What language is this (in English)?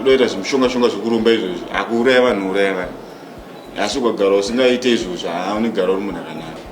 Shona